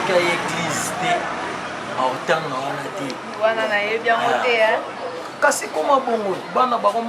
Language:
Lingala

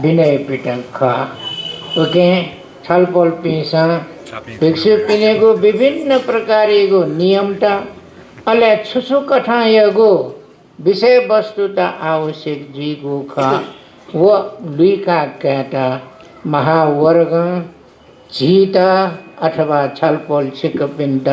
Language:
Newari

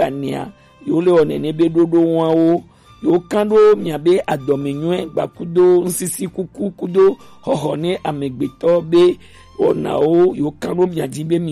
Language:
Gen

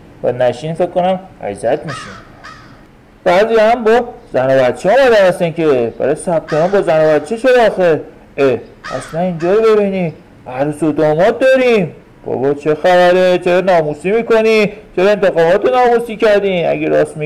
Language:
Persian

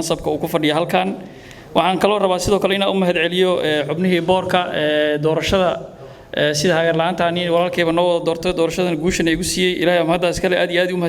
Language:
Somali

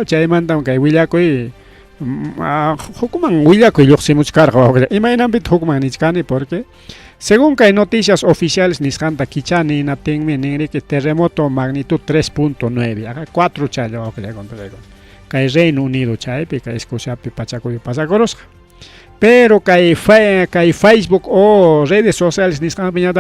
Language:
Ayacucho Quechua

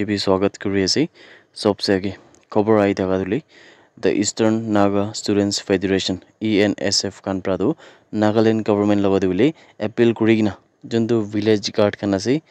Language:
Naga Pidgin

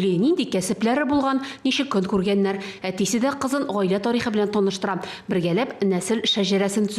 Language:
Tatar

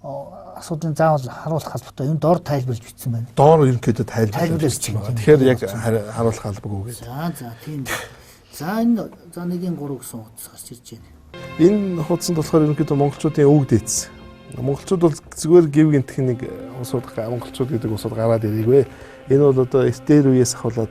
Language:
Mongolian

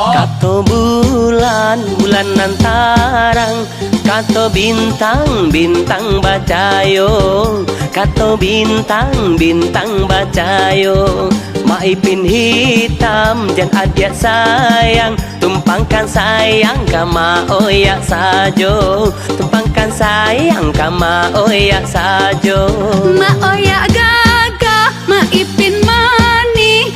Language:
Minangkabau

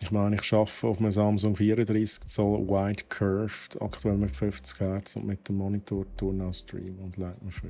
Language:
Swiss German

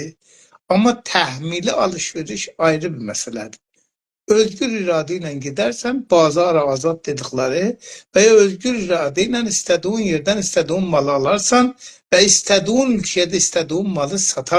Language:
South Azerbaijani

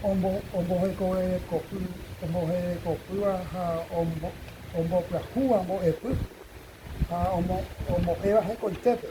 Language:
Guarani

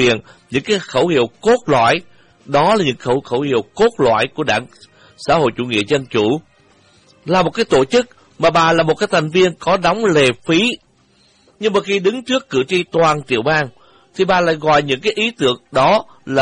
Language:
Vietnamese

